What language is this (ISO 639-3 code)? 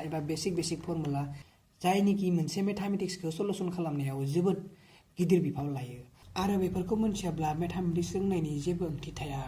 brx